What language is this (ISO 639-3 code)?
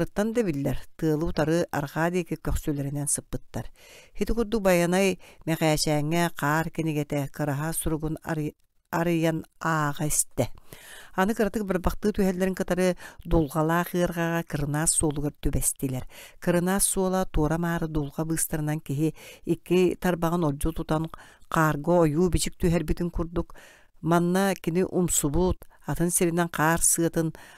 sah